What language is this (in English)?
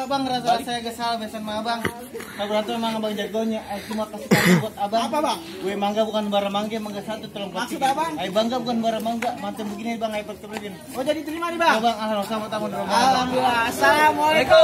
Betawi